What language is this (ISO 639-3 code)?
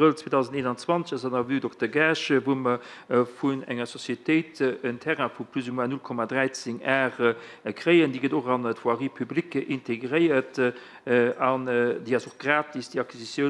ltz